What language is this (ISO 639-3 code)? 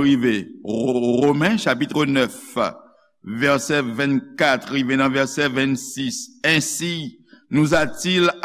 hat